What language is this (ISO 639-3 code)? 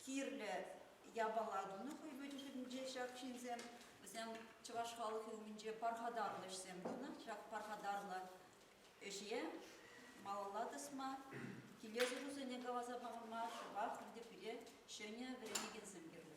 chv